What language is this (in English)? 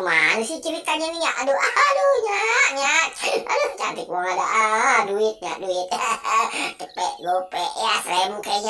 Betawi